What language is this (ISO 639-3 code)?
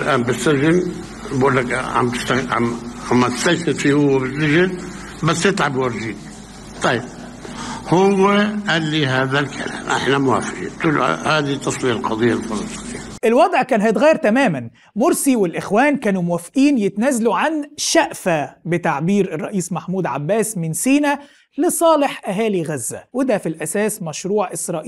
arz